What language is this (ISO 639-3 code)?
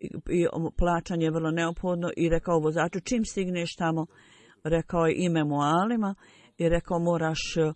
bos